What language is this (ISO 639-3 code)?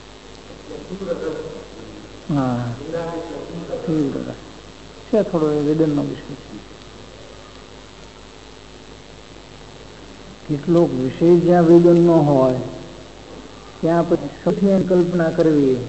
guj